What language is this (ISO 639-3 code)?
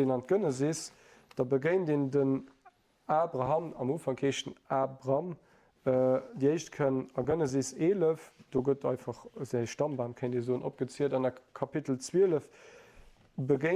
ltz